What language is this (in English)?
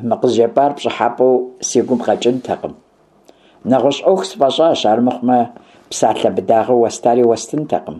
Kabardian